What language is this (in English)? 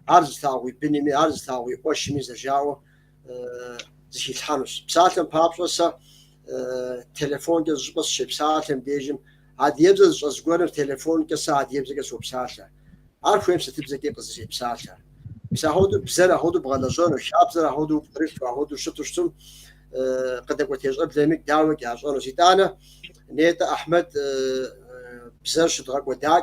Kabardian